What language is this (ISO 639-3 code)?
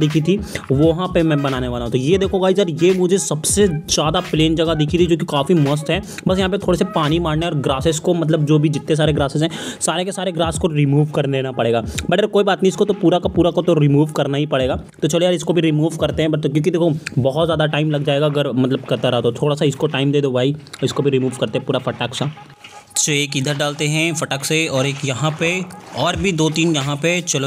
hin